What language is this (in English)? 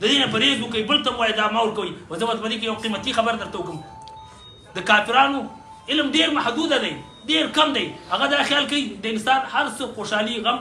Pashto